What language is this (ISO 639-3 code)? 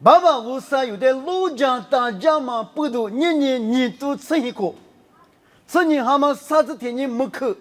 lis